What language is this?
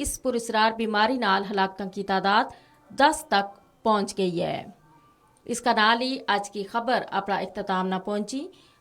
Gujari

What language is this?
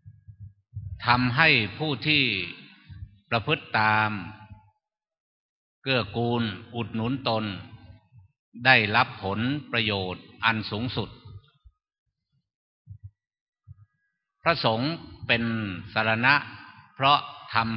Thai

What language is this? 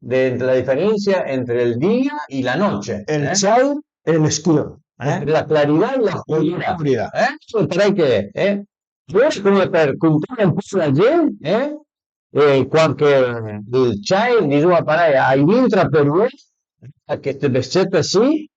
Piedmontese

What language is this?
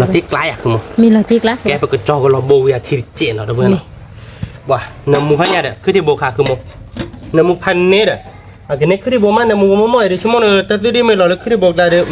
S'gaw Karen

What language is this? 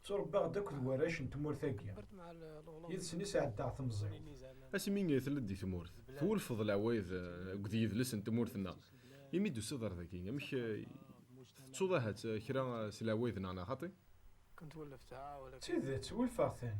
Kabyle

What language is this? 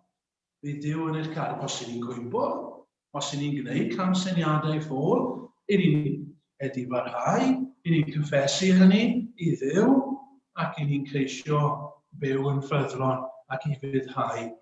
Welsh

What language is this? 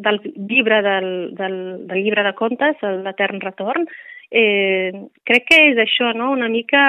Catalan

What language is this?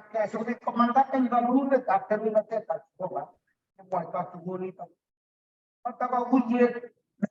Kalenjin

